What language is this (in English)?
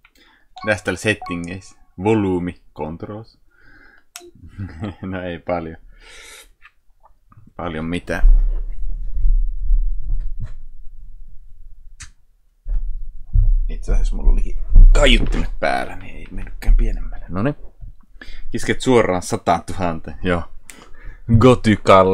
Finnish